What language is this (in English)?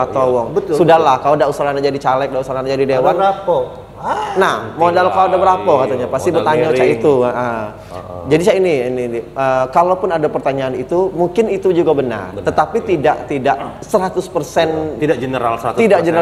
Musi